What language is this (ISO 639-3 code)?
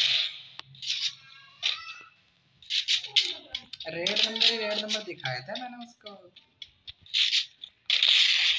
hin